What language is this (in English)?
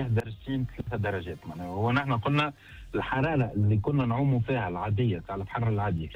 Tunisian Arabic